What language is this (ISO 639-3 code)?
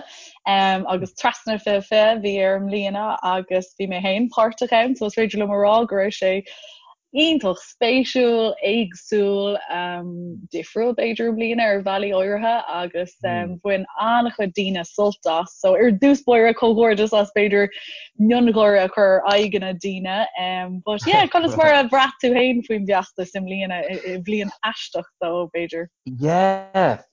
gle